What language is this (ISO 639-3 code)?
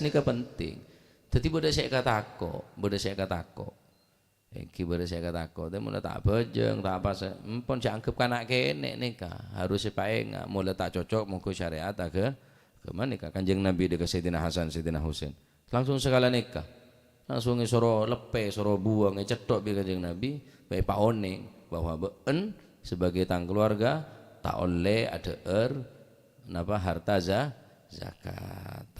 mad